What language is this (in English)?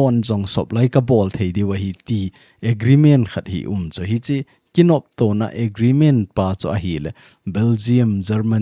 Thado Chin